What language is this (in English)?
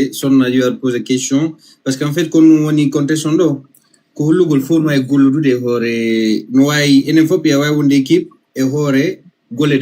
Fula